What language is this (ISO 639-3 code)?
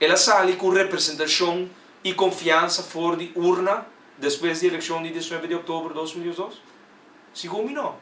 pap